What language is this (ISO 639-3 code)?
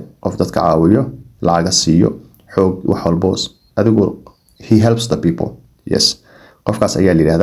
som